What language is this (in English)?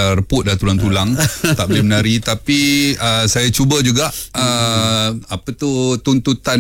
Malay